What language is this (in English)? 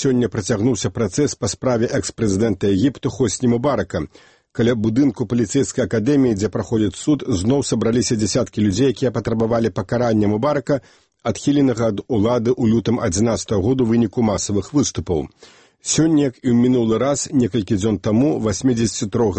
Belarusian